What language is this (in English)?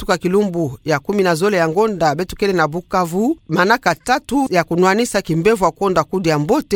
Kituba (Democratic Republic of Congo)